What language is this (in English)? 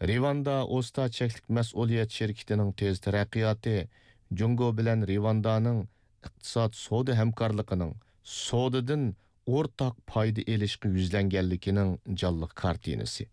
Uyghur